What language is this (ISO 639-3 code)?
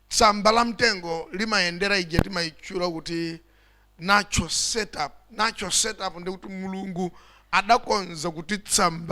nya